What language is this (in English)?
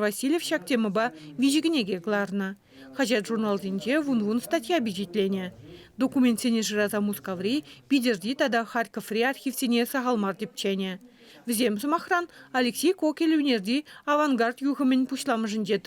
Chuvash